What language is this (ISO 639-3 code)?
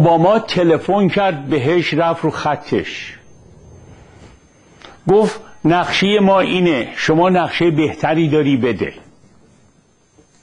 fas